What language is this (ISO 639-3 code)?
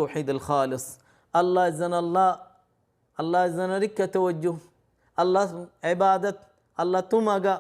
rhg